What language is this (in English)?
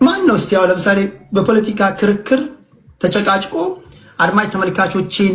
Amharic